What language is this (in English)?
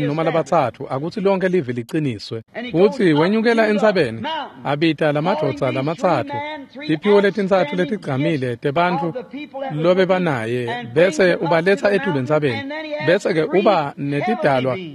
Swati